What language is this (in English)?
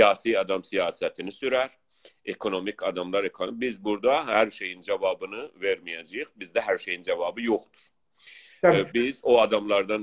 South Azerbaijani